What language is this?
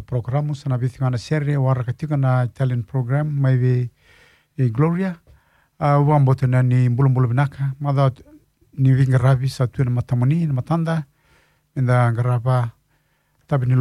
Fijian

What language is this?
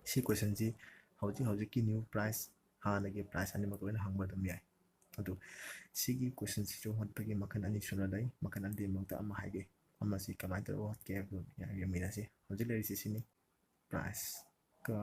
Manipuri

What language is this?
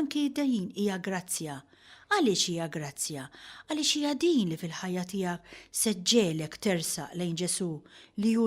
Maltese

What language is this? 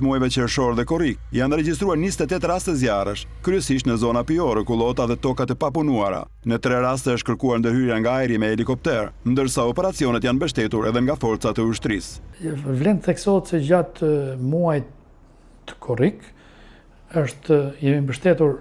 Albanian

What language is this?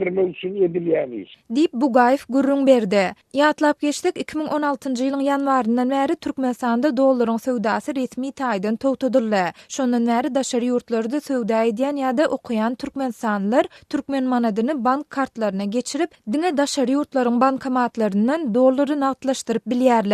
Turkmen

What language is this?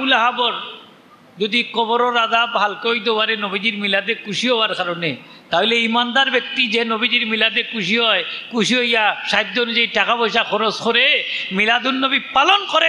Sylheti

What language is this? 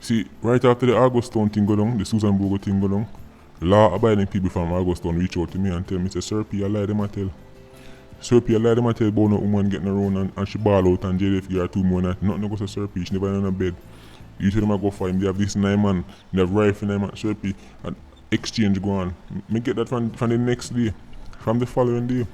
Jamaican Creole English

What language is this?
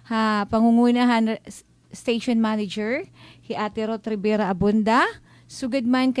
Waray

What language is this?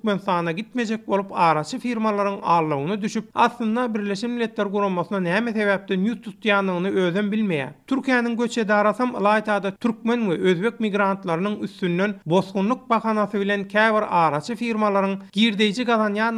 Turkmen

